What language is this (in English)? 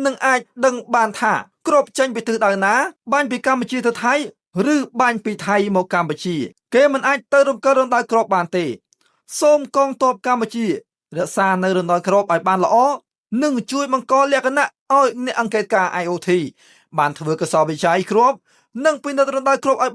Khmer